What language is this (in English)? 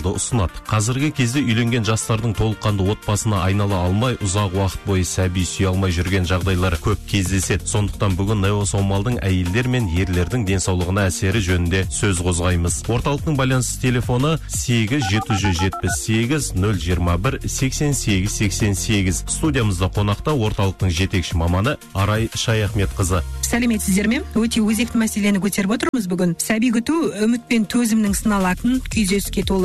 Kazakh